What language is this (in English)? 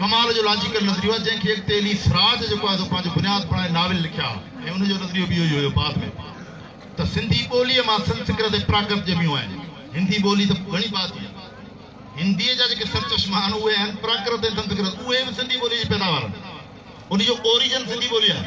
Sindhi